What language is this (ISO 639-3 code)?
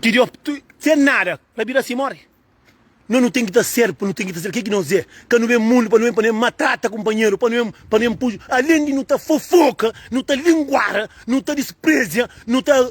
kea